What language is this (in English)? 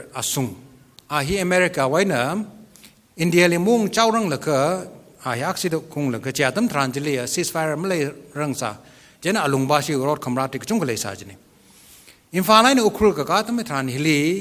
Tangkhul Naga (India)